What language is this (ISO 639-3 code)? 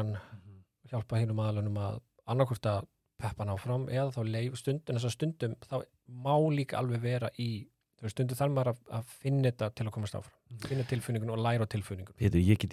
isl